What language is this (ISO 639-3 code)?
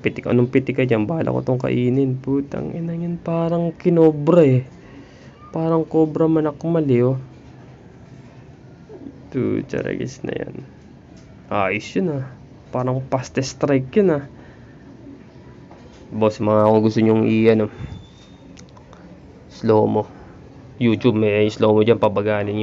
fil